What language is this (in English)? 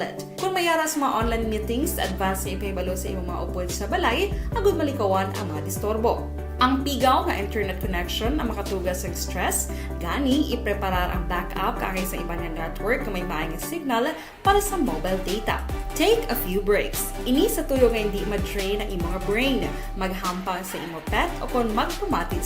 Hiligaynon